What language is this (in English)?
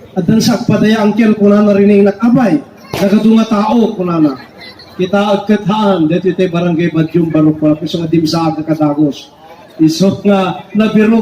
Iloko